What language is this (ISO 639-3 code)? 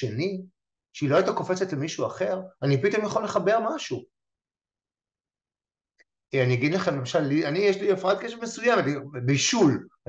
heb